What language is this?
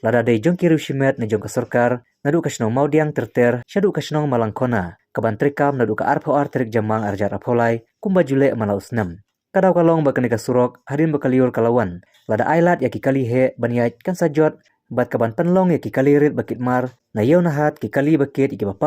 Khasi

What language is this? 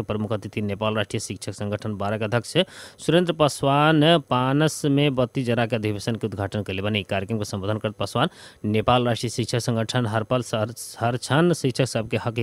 Bhojpuri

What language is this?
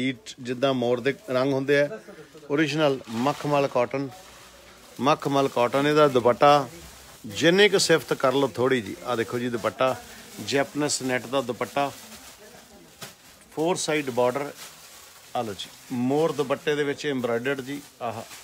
Punjabi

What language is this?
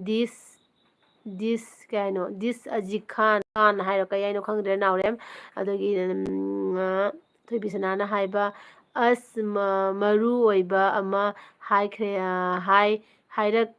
Manipuri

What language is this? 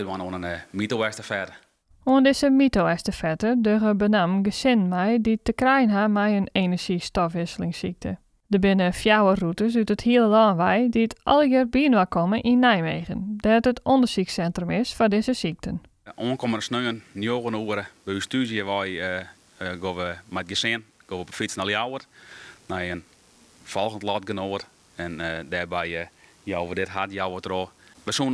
Western Frisian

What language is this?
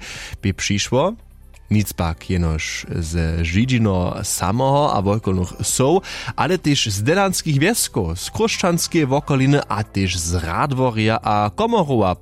Upper Sorbian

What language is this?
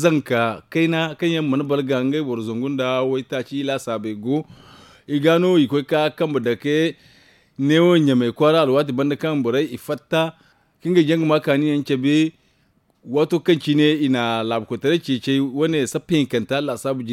Zarma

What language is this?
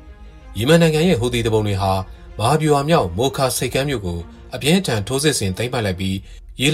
Burmese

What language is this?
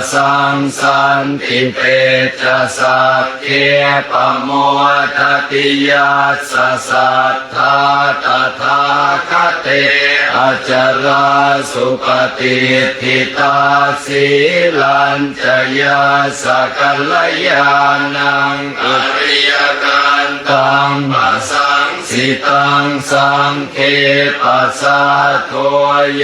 Pali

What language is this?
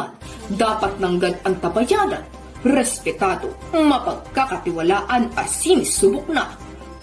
Bikol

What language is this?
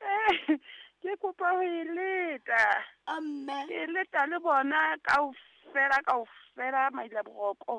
Southern Sotho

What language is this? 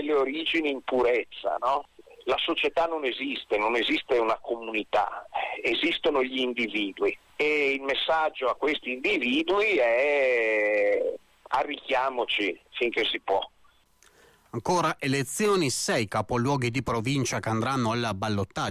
Italian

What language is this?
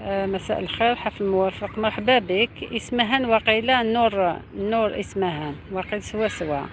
Algerian Arabic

